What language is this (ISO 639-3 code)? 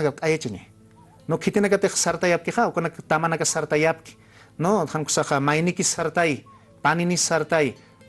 aym